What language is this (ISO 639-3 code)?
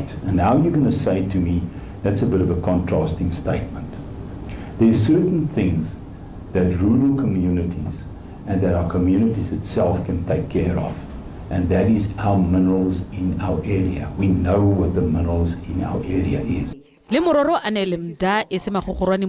tsn